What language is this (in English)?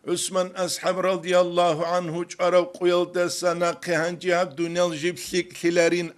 Avaric